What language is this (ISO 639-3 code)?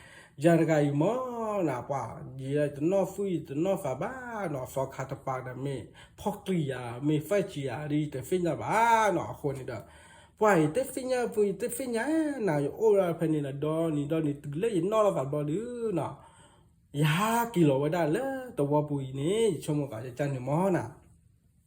ksw